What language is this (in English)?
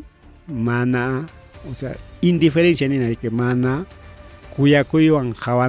Ayacucho Quechua